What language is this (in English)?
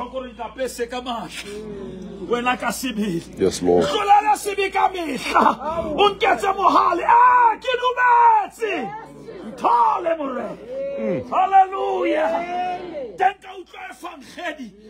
Southern Sotho